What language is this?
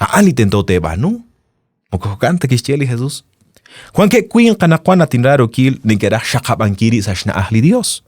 Kekchí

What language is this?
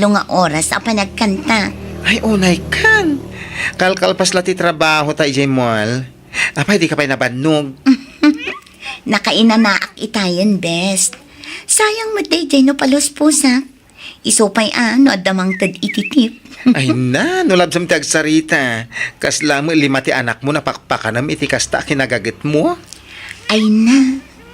Iloko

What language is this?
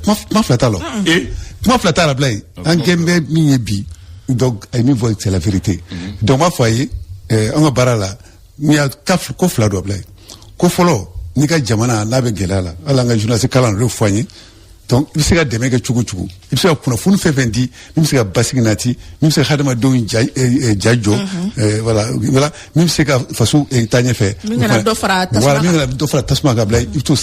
Bambara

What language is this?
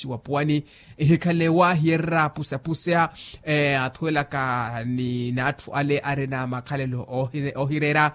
Makhuwa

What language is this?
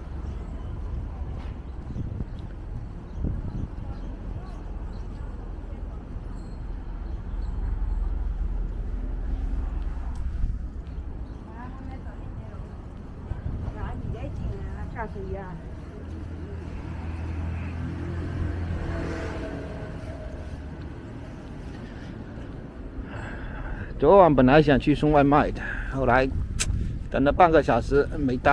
Chinese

